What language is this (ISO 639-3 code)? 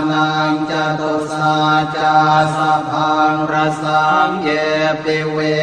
pli